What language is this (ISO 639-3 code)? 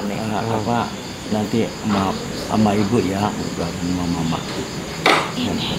ind